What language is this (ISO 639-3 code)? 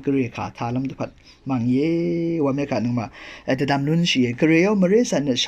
raw